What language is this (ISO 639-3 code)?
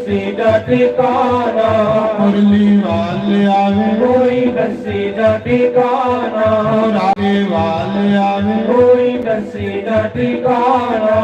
doi